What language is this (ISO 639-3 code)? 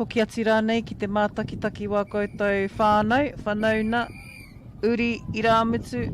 mri